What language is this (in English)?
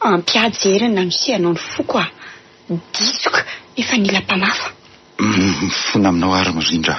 Malagasy